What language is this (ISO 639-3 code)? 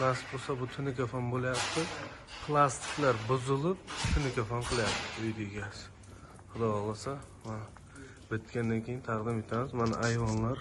uzb